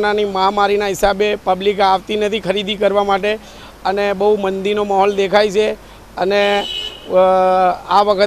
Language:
Gujarati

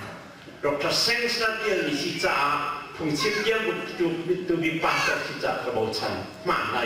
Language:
Hakha Chin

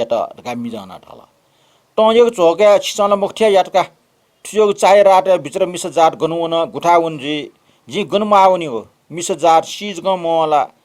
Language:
Newari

